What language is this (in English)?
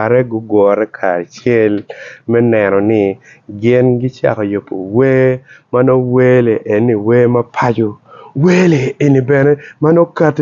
Acoli